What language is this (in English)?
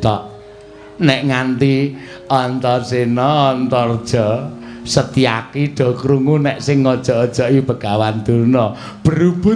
Javanese